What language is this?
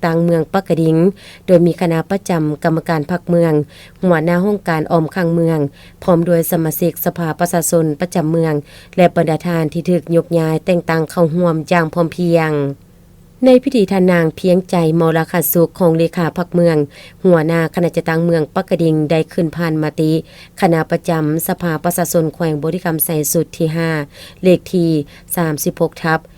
Lao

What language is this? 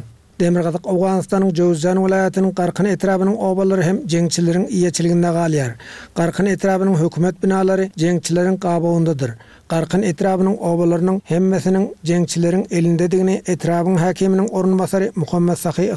Turkmen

